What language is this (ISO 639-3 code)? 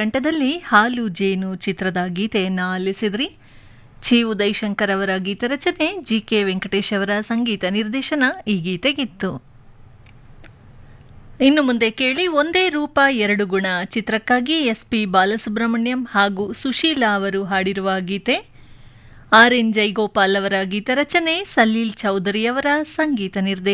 kan